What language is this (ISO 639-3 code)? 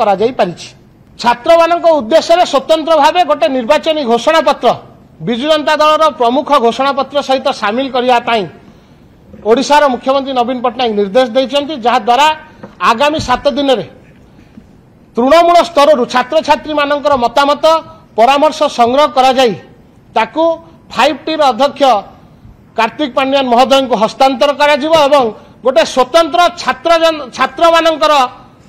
ori